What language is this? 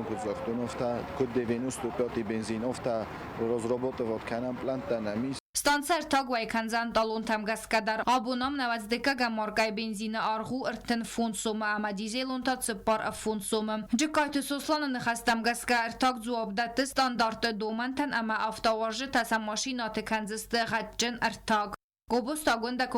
Ossetic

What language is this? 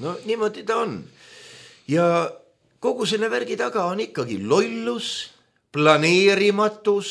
Estonian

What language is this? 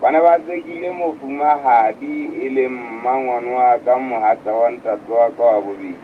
Southern Sotho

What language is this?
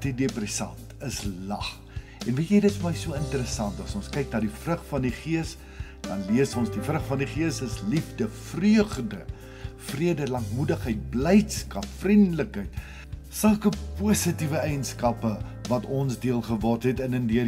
Afrikaans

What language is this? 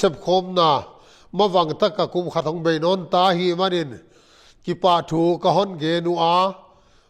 Tedim Chin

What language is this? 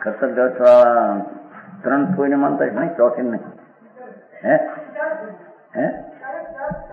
Gujarati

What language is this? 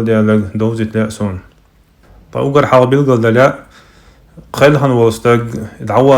Chechen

